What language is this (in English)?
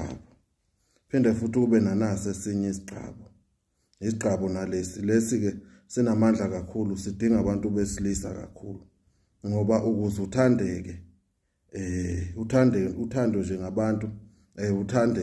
Zulu